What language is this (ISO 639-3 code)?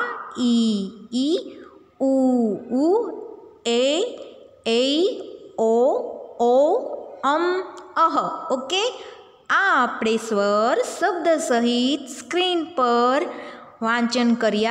guj